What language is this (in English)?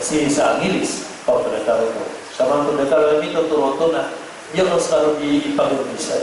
Maranao